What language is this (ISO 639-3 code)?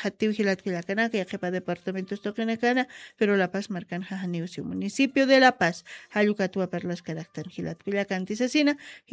aym